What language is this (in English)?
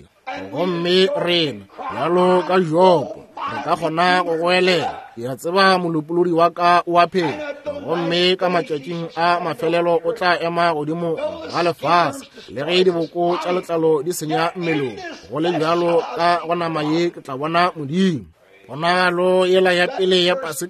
Northern Sotho